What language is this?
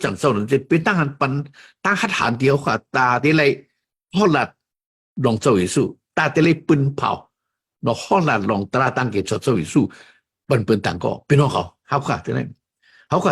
Shan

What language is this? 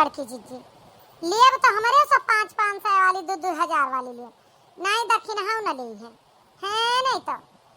Awadhi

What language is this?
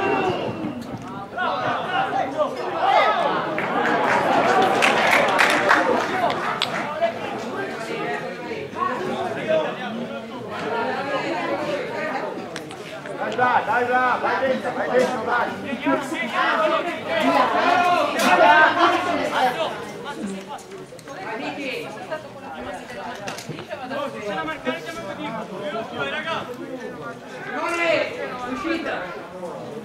Italian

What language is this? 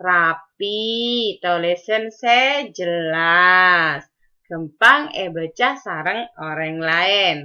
Madurese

